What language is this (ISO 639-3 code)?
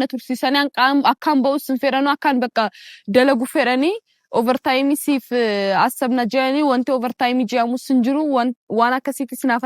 orm